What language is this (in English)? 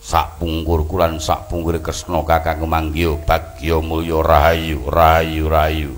Javanese